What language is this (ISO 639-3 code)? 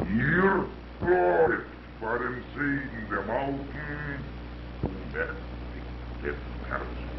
yid